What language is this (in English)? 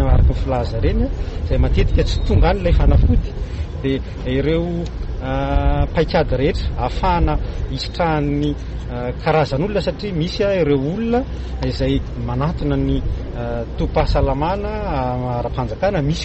Malagasy